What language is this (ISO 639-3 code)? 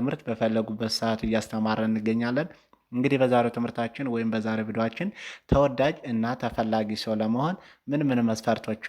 amh